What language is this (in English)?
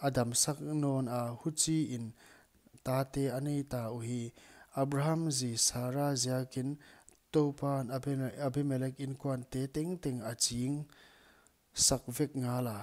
Paite Chin